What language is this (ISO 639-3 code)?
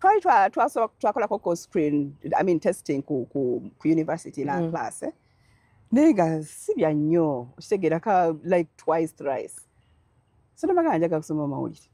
lug